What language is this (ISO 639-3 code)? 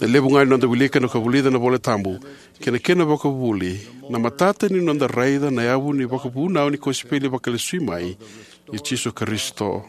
fij